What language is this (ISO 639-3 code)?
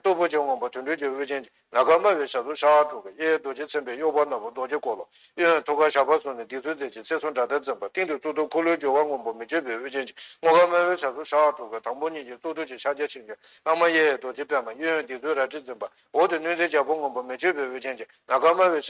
bod